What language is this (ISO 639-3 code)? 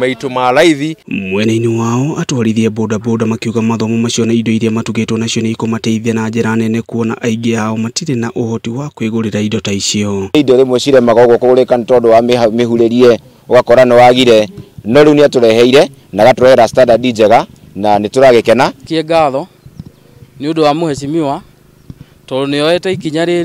kik